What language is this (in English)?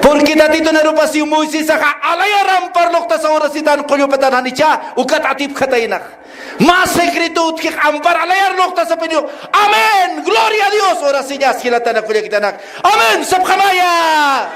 Aymara